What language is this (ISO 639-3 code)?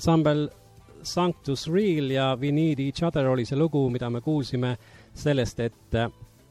est